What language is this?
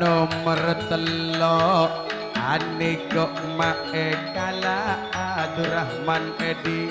Madurese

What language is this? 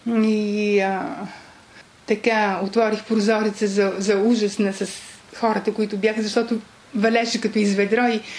Bulgarian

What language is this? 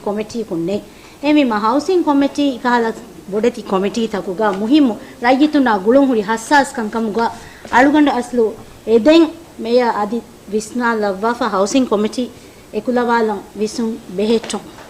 Divehi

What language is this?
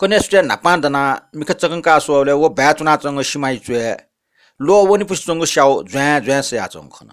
Newari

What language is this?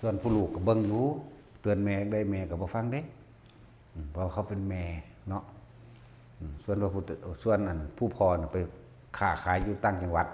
Northeastern Thai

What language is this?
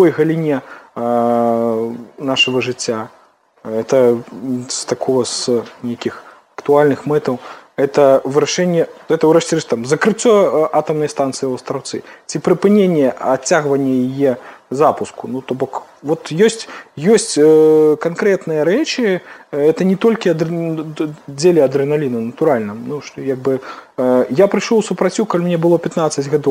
Belarusian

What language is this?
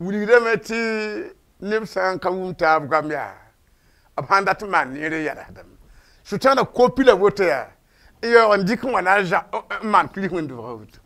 Mossi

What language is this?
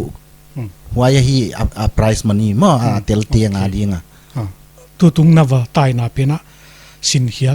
Paite Chin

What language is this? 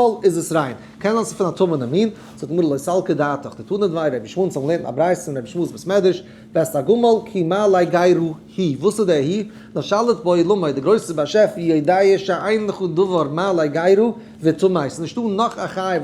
Yiddish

